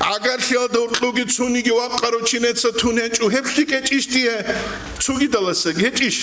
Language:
Avaric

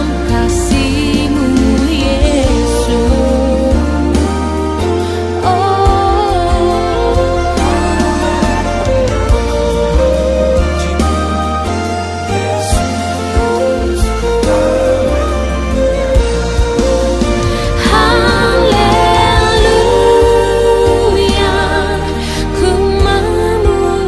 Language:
Indonesian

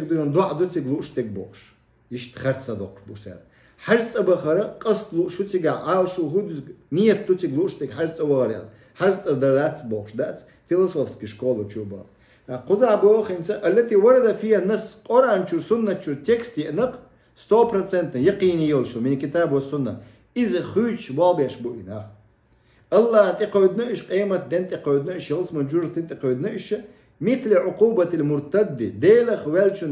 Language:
Chechen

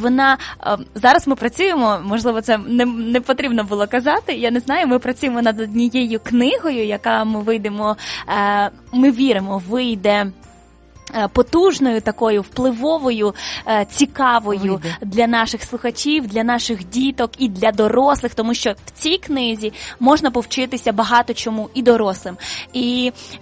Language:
Ukrainian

